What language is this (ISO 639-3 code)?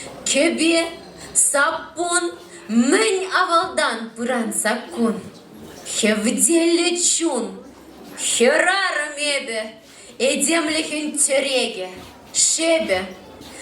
chv